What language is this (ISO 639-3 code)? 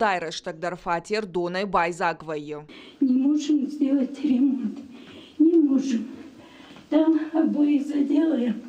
oss